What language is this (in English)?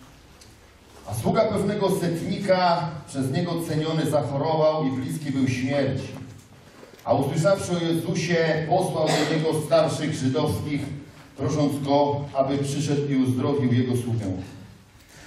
Polish